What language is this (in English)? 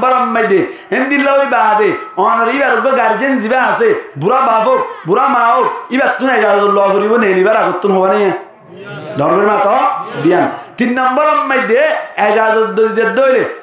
Rohingya